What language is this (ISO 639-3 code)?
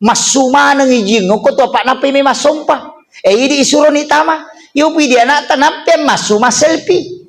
bug